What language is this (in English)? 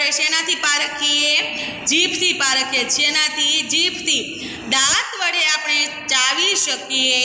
Gujarati